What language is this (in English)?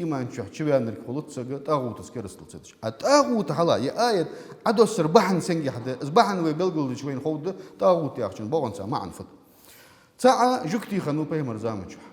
Ingush